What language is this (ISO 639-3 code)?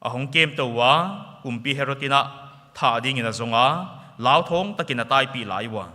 pck